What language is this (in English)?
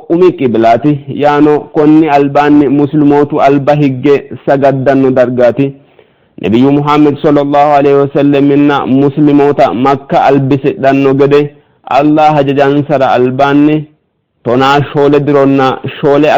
Sidamo